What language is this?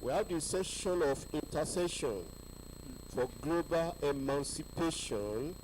Ewe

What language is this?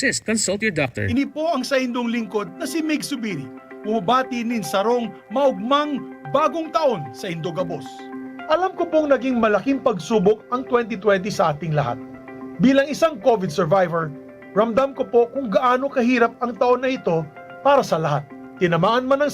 Bikol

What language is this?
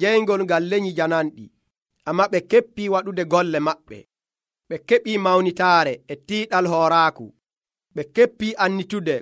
Nigerian Fulfulde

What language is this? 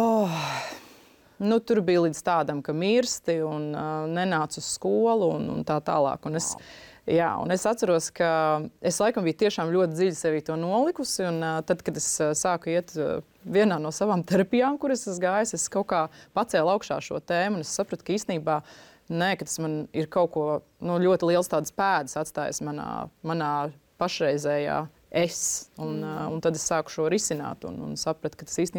Latvian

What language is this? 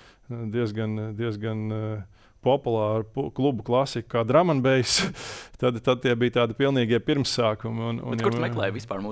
Latvian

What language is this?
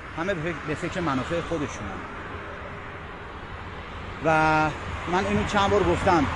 Persian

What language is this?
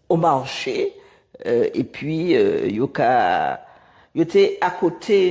Guadeloupean Creole French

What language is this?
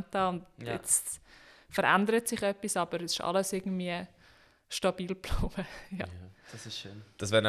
Swiss German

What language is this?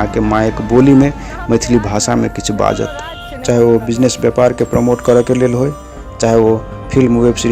Maithili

